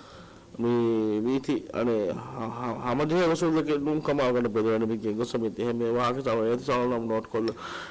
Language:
Divehi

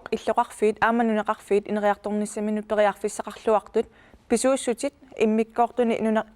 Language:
Kalaallisut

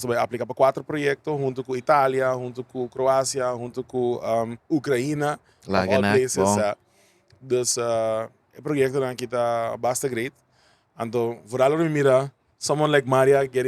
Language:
Papiamento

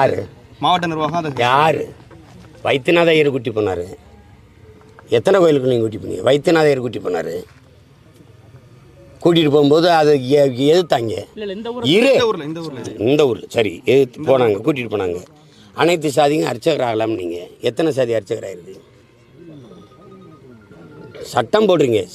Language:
Tamil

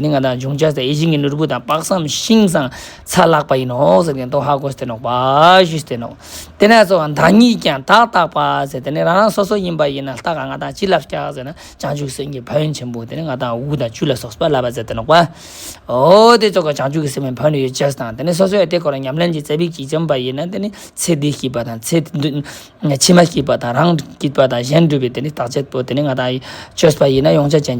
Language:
Ladakhi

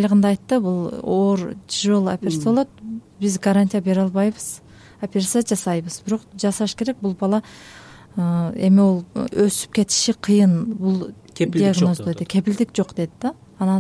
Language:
Kyrgyz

